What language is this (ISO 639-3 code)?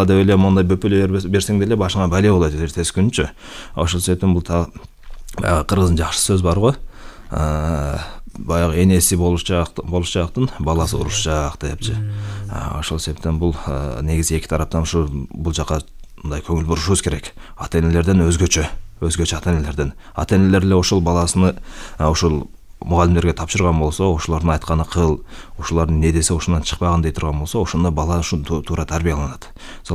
kir